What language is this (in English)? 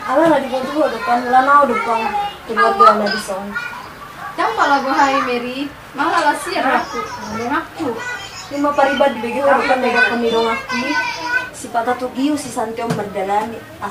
Batak Toba